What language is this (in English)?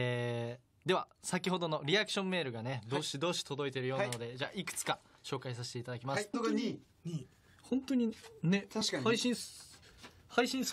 Japanese